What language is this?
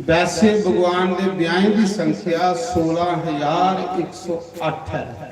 Dogri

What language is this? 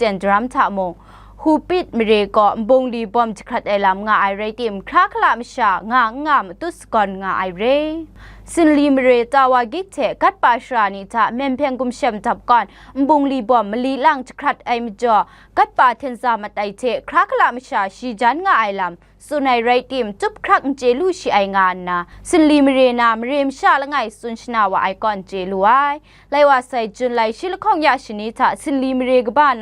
Kachin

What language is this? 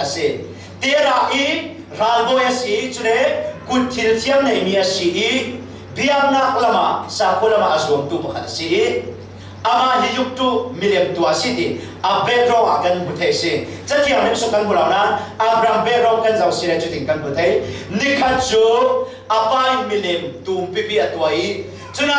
Falam Chin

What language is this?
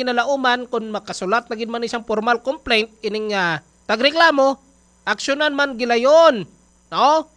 Hiligaynon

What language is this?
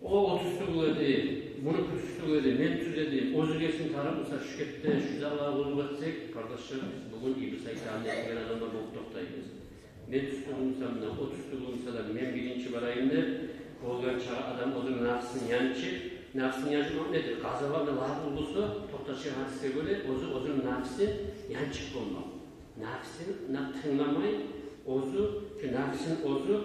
Kumyk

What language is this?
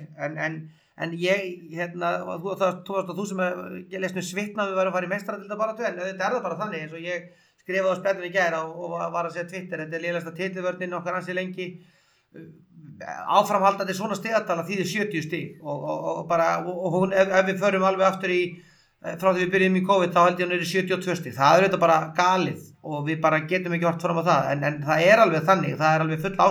Icelandic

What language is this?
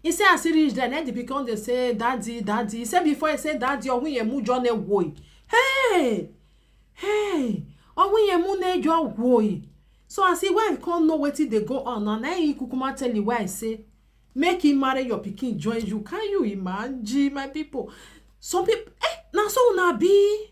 Nigerian Pidgin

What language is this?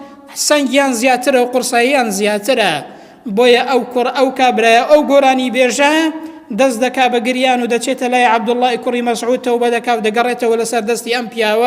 Central Kurdish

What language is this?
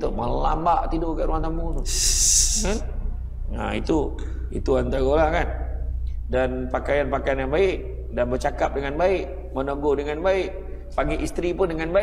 Malay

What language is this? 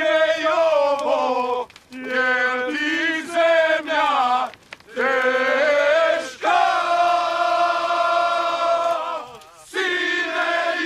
Serbian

